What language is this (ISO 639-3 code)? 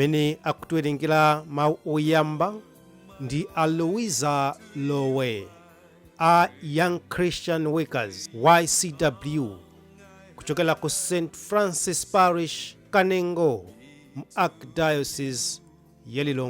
nya